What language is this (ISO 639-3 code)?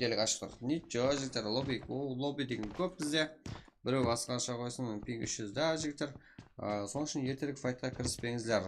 kaa